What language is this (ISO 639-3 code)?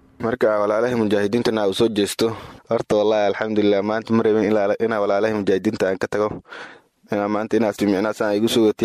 som